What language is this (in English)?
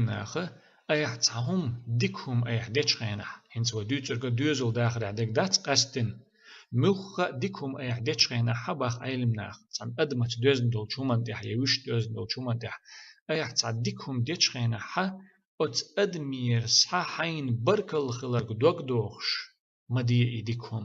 Chechen